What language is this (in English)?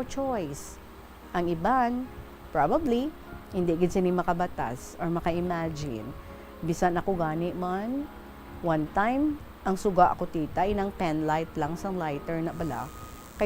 Hiligaynon